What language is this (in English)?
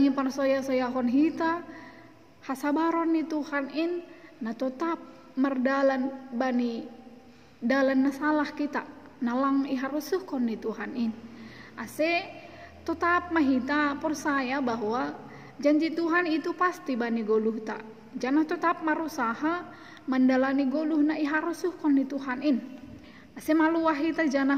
Batak Simalungun